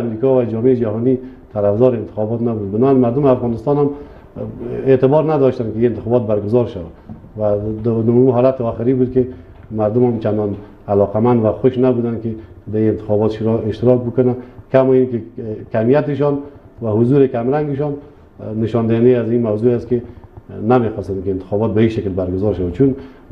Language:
Persian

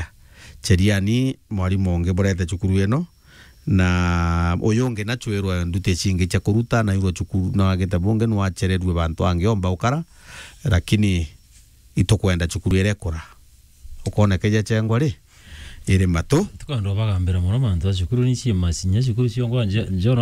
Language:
Meru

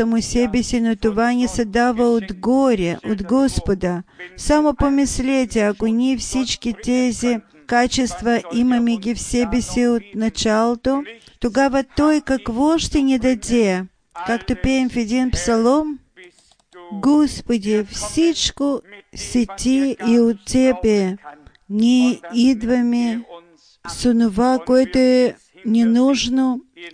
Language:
Bulgarian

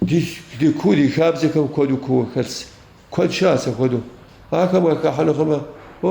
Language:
Kabardian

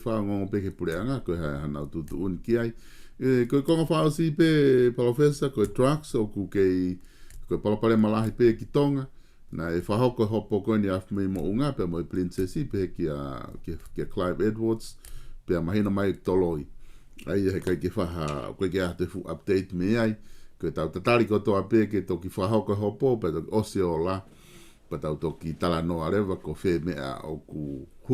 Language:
Tongan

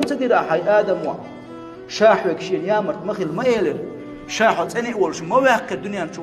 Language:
Chechen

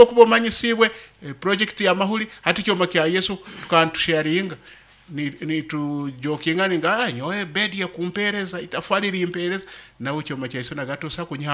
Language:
Nyoro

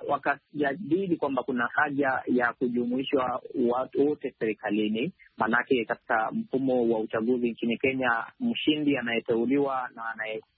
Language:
Swahili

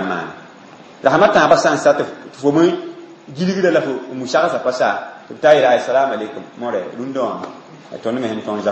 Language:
Mossi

